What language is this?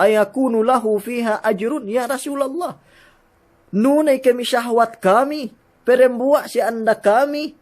Yakan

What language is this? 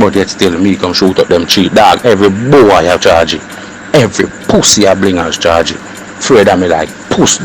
Jamaican Creole English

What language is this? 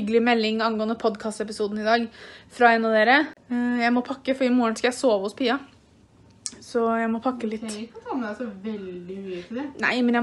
Norwegian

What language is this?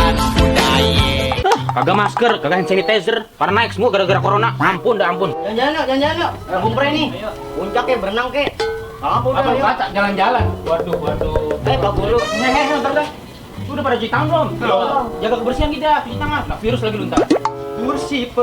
Betawi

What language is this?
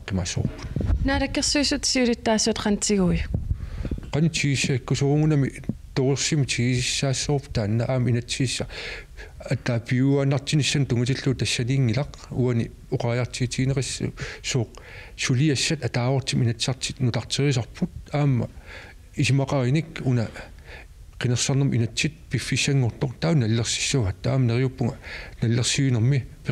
Kalaallisut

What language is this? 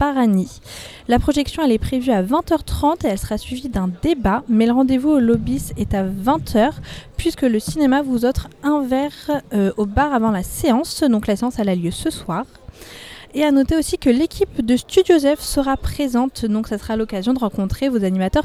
French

